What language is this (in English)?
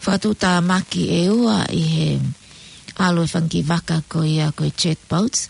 Tongan